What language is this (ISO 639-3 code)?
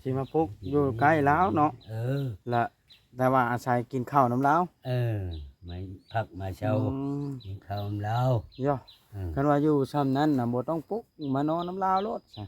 tts